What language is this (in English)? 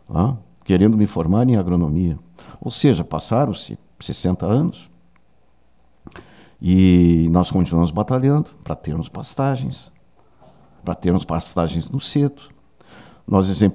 Portuguese